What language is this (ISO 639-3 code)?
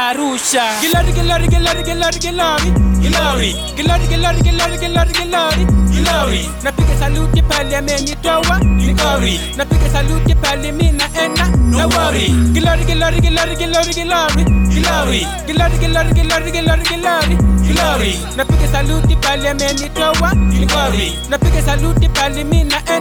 swa